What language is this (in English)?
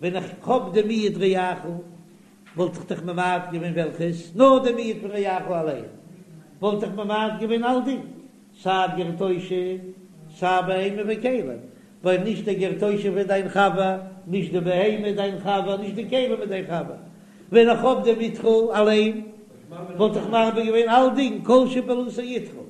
Yiddish